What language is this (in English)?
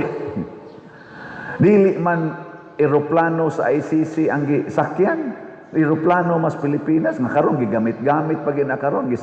Cebuano